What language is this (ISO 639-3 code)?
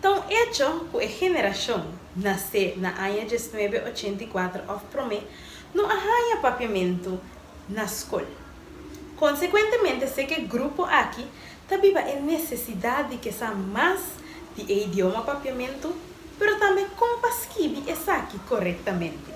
pap